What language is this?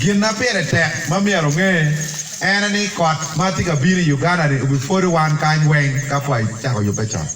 Acoli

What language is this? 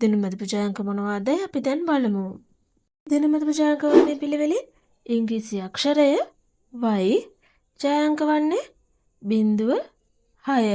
Sinhala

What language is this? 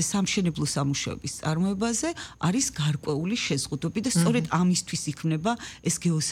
Georgian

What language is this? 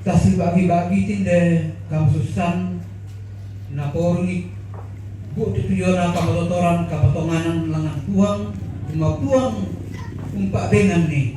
Toraja-Sa'dan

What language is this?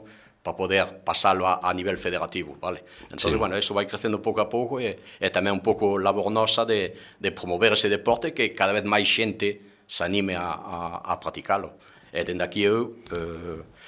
Galician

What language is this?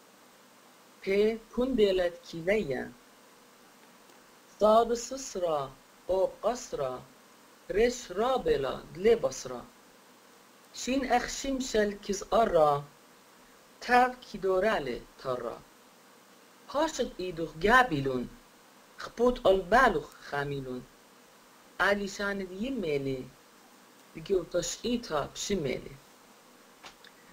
Assyrian Neo-Aramaic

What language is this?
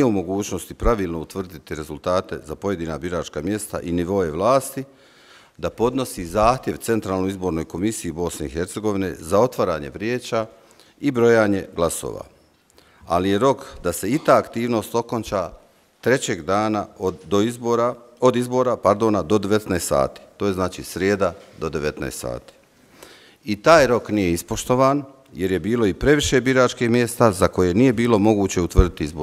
Bosnian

